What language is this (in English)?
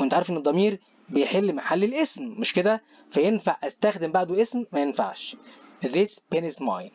Egyptian Arabic